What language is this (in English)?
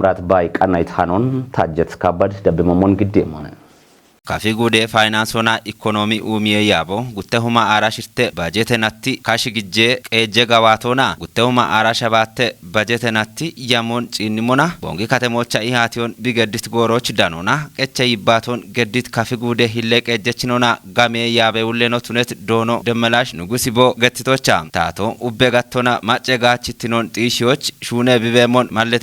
Kafa